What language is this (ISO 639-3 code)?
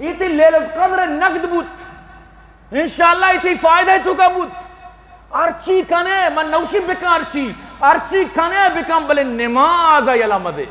bgp